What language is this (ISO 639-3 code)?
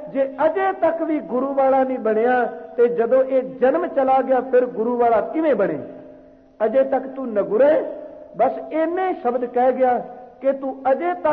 pan